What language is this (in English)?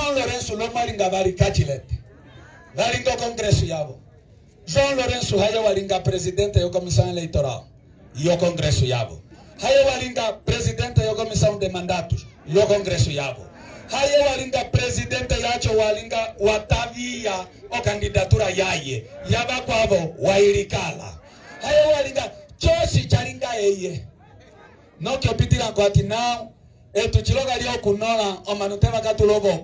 Umbundu